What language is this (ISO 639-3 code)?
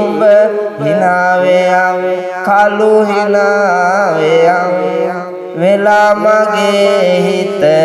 sin